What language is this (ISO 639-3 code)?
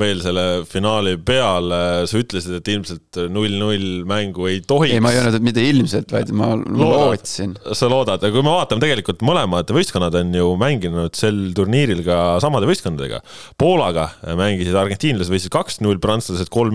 est